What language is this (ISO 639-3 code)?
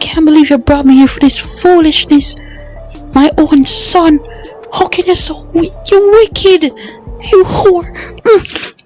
jam